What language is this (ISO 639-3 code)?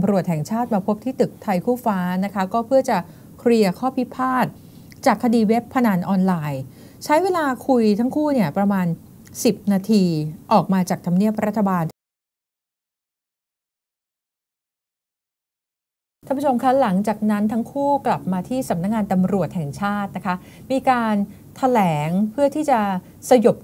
tha